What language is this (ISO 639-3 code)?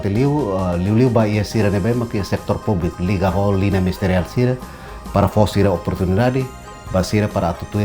tet